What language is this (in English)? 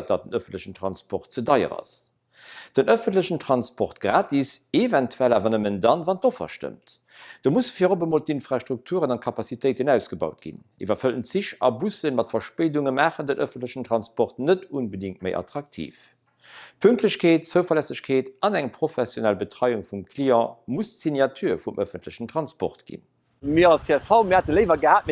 Luxembourgish